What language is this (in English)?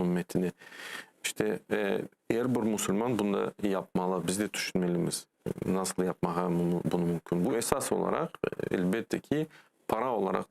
Crimean Tatar